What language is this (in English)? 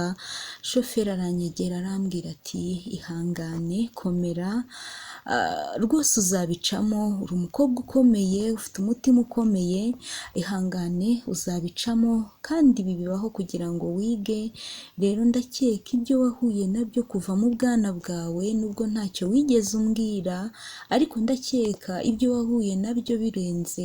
Kinyarwanda